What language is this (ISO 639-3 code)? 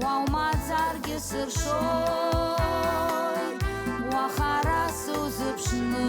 abk